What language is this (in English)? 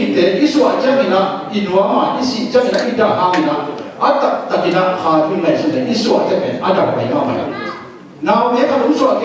Tedim Chin